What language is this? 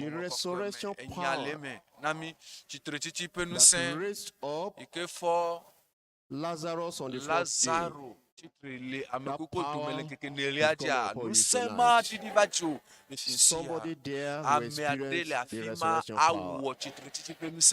Ewe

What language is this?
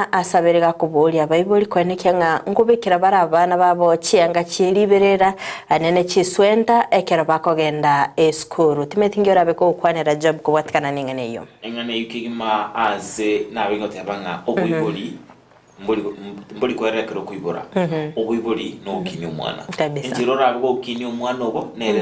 Gusii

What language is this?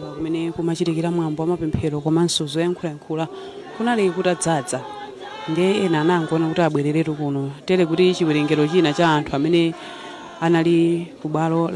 Nyanja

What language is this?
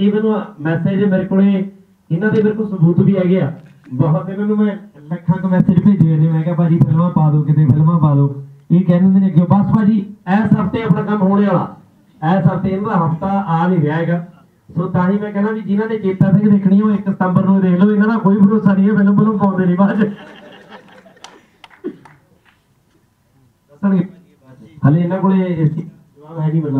Punjabi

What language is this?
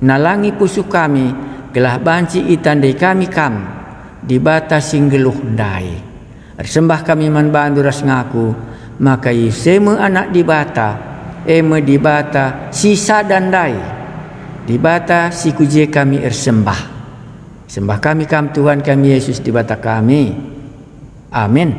Batak Karo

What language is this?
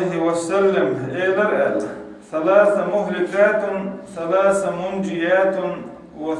Chechen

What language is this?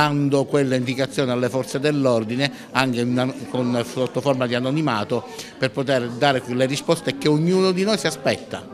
Italian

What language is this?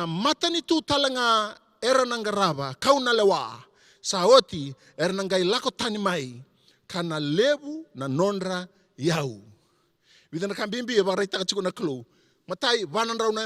Fijian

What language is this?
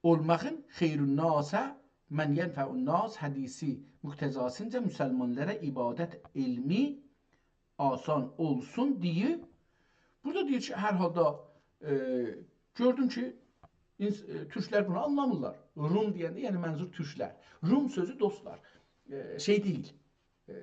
South Azerbaijani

